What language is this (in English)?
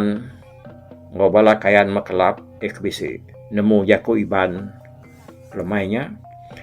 Iban